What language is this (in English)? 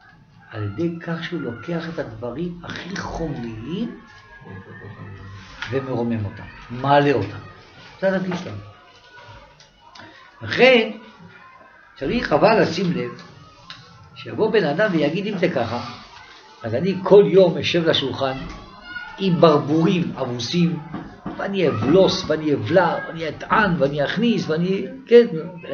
Hebrew